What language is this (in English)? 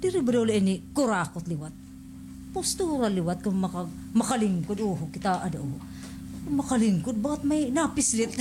Waray